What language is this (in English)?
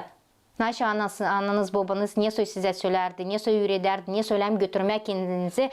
Gagauz